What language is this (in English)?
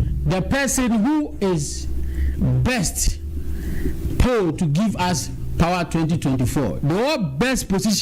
Akan